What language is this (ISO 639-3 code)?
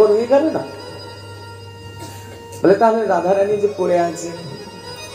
ben